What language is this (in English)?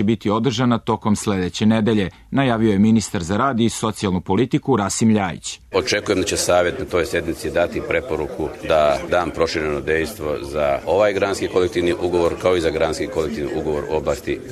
Serbian